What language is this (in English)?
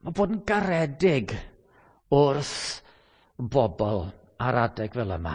Welsh